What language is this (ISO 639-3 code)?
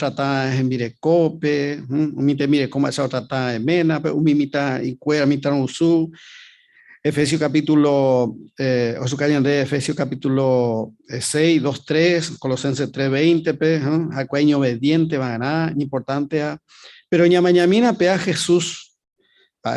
grn